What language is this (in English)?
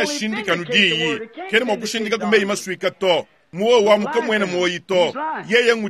Luba-Lulua